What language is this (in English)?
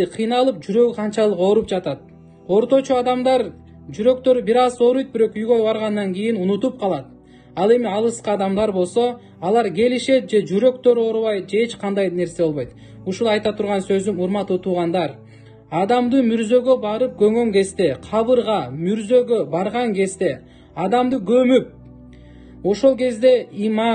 Kyrgyz